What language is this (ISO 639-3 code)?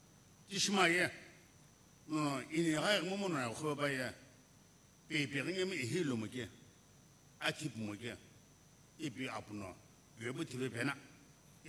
nsm